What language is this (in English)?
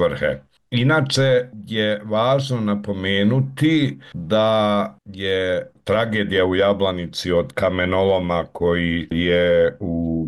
Bosnian